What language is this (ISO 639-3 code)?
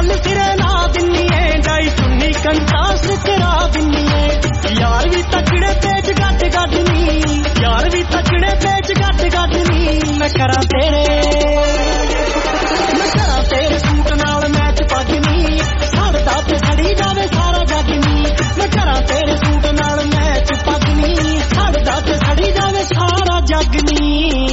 pan